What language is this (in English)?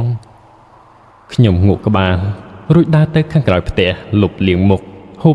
Khmer